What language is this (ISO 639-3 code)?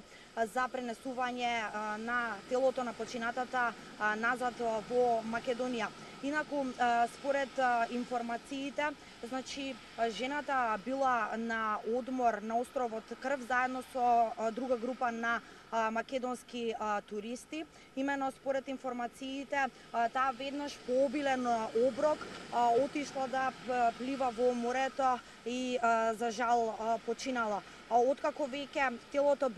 mkd